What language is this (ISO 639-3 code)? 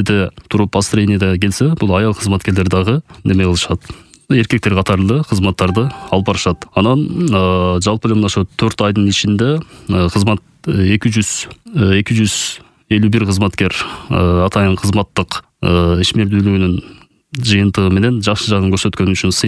kir